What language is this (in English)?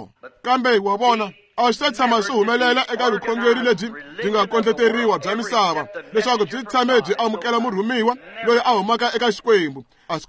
Tsonga